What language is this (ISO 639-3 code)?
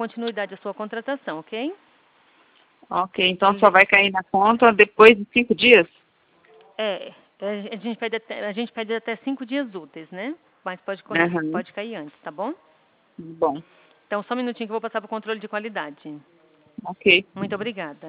por